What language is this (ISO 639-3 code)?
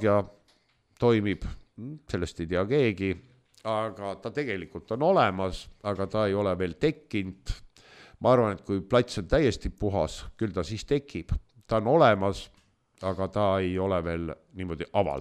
est